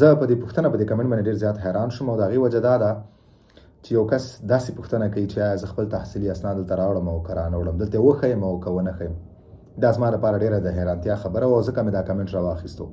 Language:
Pashto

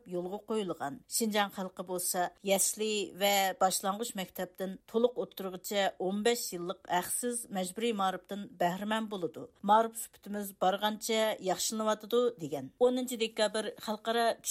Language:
Uyghur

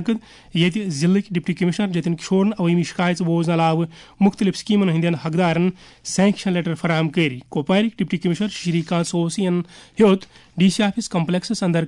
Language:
Kashmiri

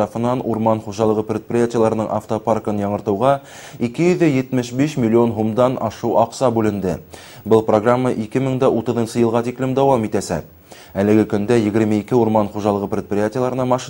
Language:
Bashkir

